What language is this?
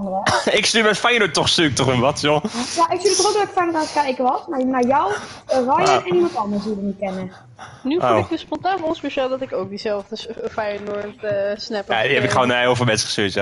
Dutch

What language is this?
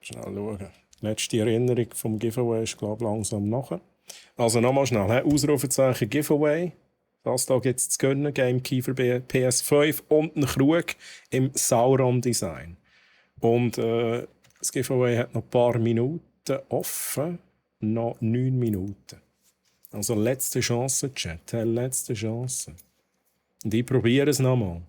Swiss German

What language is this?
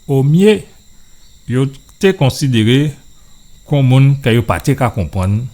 Guadeloupean Creole French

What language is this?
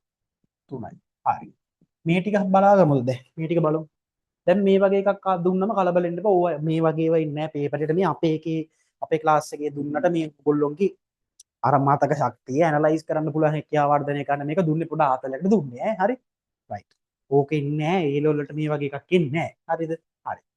Sinhala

